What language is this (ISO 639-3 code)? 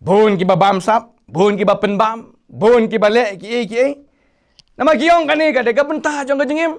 kha